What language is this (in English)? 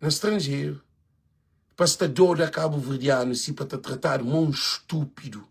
Kabuverdianu